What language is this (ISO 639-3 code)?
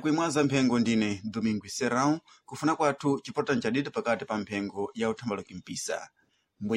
seh